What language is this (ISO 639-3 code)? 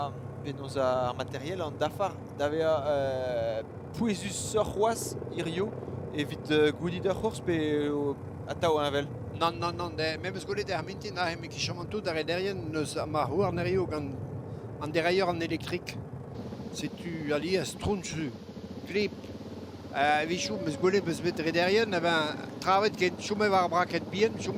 bre